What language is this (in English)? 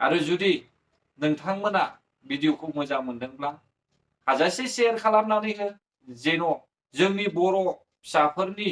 Bodo